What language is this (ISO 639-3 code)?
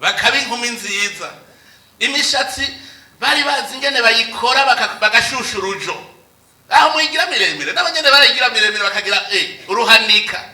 run